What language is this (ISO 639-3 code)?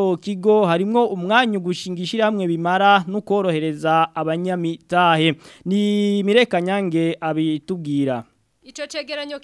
run